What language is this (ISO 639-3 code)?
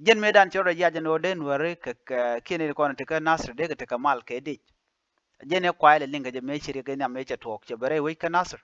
nus